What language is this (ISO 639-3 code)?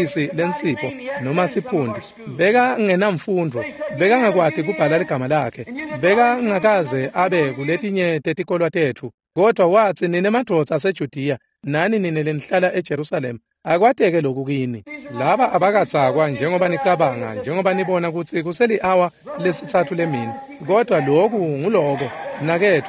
ssw